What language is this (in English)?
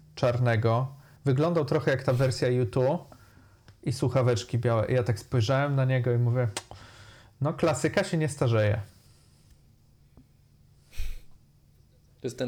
Polish